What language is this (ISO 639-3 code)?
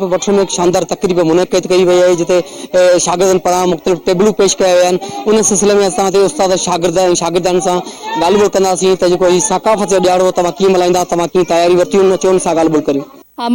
snd